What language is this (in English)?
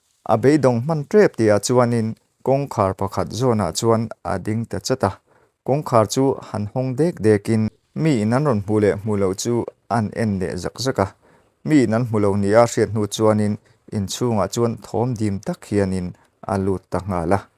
Mizo